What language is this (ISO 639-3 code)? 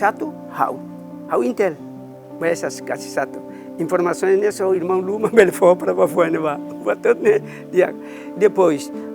tet